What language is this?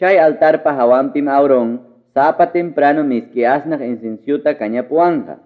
Ayacucho Quechua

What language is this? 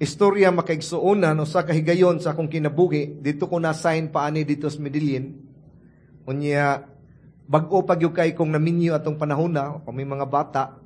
Cebuano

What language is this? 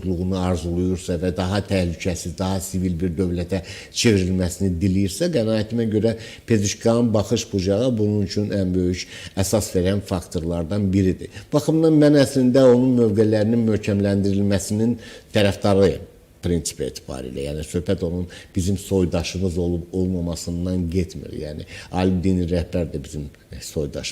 Azerbaijani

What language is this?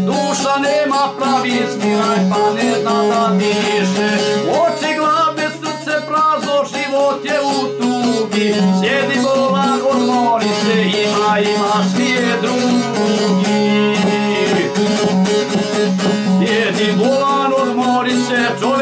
Bosnian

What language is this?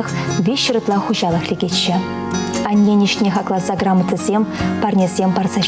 Chuvash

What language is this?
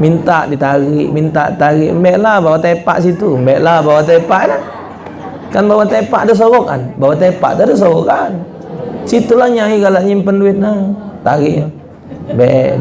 Musi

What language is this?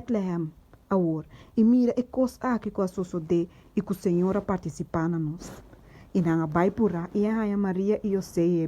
Papiamento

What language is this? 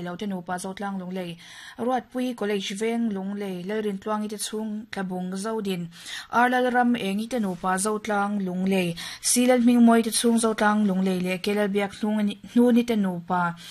Mizo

